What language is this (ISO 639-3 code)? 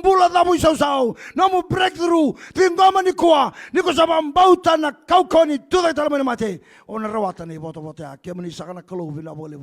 fij